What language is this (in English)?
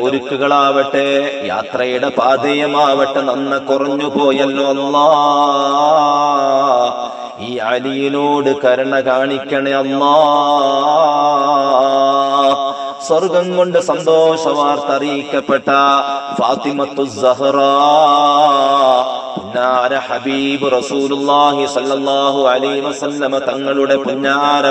Malayalam